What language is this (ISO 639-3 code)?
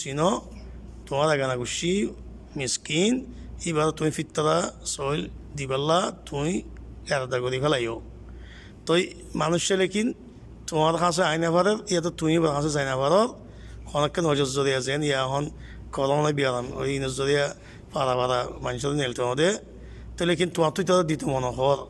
rhg